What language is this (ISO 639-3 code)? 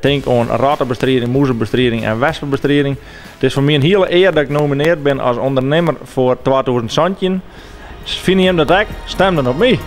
fry